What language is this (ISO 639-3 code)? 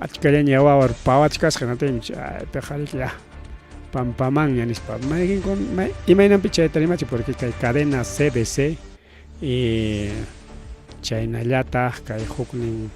quy